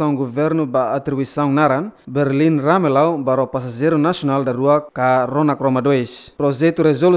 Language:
Tetum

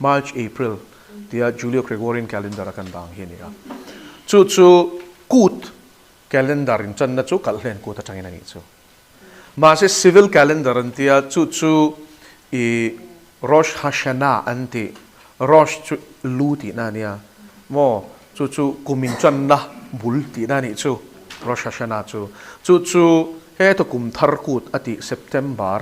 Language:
Mizo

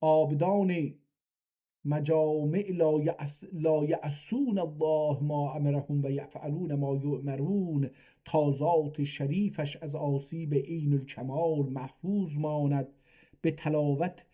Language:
South Azerbaijani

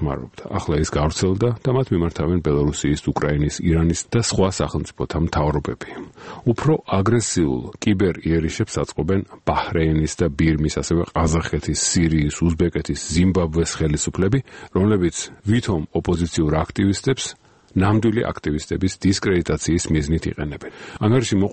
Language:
Georgian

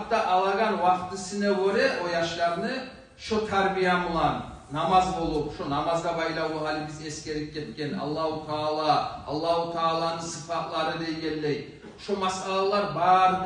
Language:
Kumyk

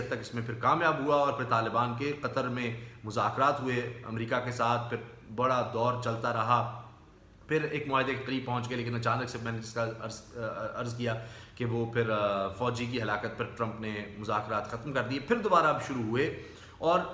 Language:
Urdu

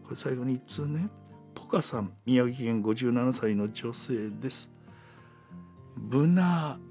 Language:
Japanese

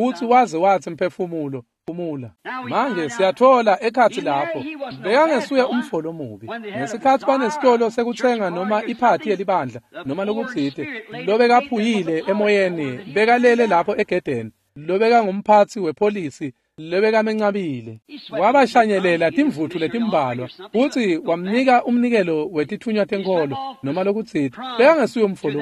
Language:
Swati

